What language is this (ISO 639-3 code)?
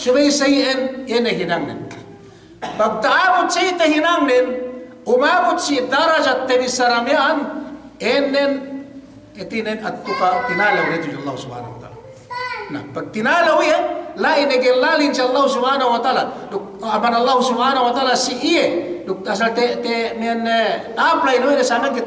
yka